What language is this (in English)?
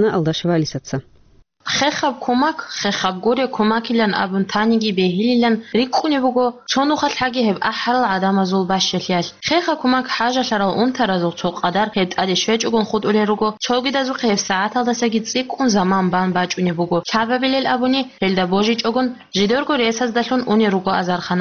Avaric